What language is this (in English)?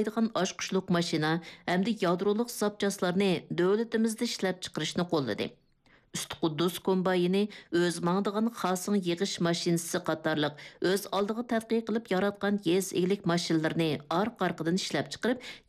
Uyghur